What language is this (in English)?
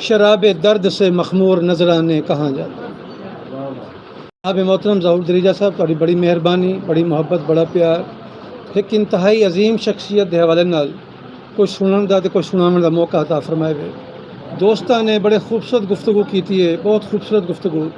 Saraiki